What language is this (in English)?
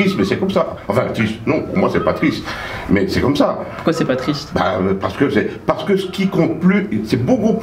French